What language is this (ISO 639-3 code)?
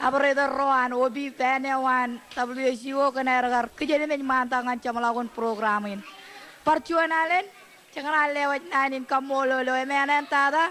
mah